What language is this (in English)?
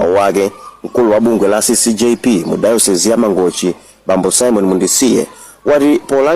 Nyanja